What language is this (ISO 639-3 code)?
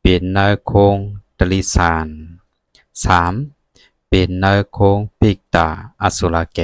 lao